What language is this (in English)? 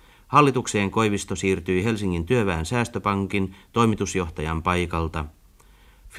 Finnish